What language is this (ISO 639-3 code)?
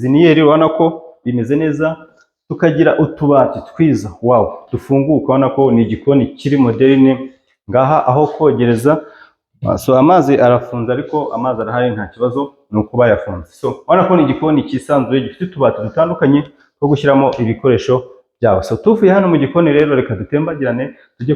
kin